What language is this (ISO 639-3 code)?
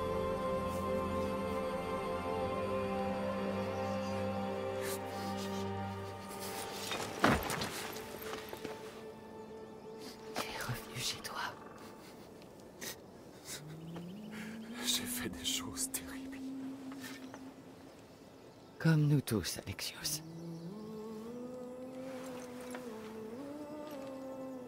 fra